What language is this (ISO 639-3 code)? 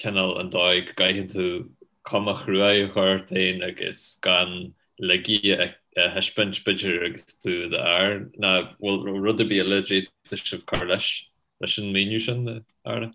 gle